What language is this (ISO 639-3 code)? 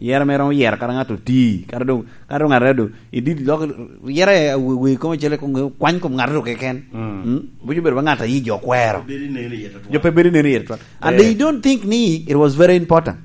laj